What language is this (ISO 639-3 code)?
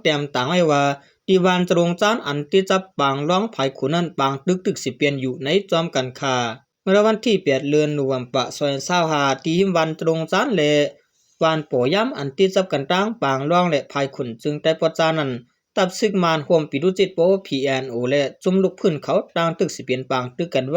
shn